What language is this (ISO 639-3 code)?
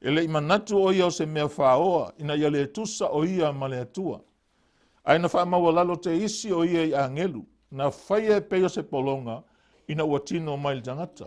smo